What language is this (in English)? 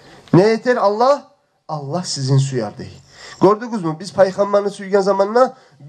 Kumyk